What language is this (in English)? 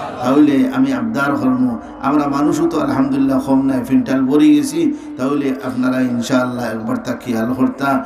Sylheti